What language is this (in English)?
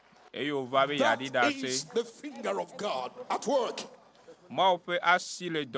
Ewe